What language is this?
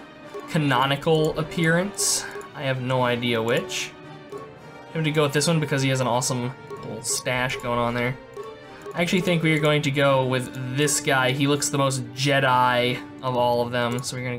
English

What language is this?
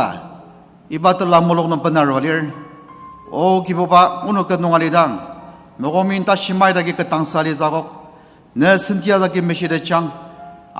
Ao Naga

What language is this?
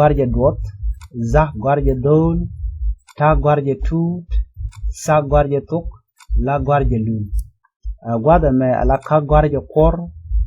Nuer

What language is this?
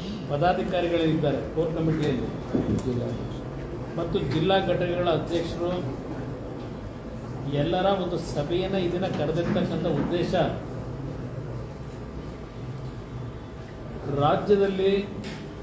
Kannada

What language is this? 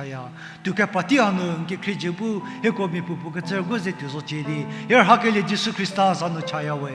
Angami Naga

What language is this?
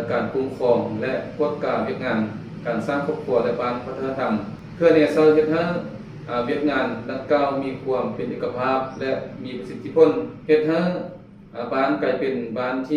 Lao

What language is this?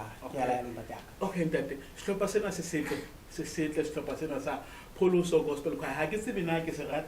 Southern Sotho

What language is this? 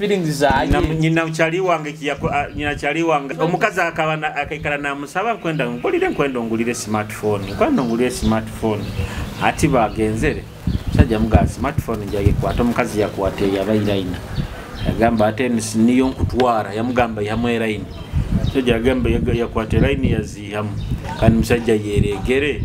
Nyoro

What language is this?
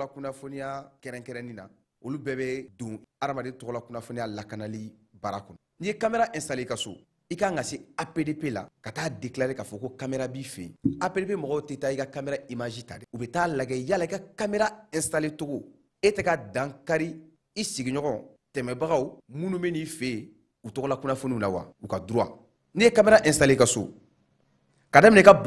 Bambara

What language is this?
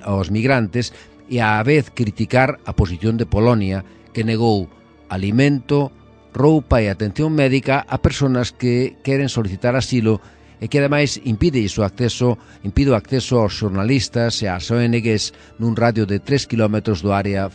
Galician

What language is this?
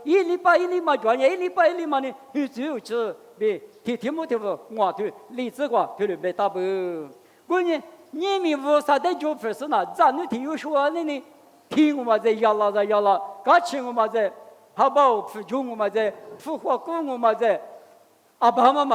Lisu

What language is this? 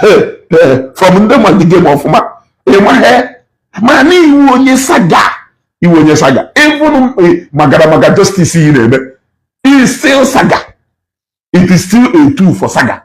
Igbo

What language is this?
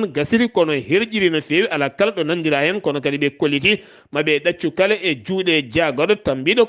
Fula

